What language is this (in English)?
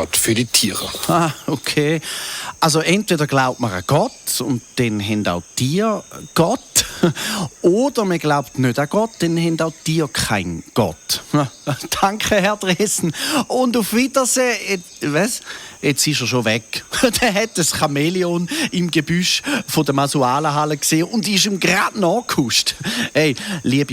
Swiss German